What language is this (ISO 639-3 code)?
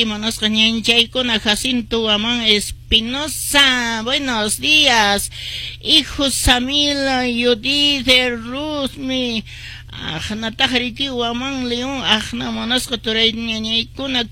que